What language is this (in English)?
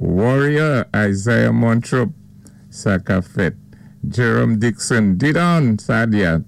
Saint Lucian Creole French